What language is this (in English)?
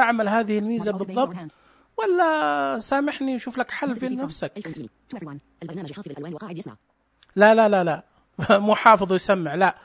Najdi Arabic